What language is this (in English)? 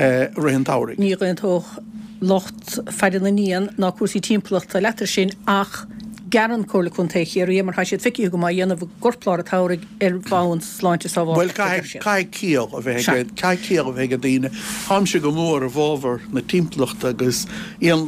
Irish